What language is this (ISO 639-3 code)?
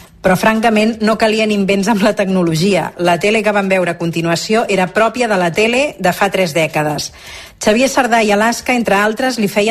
cat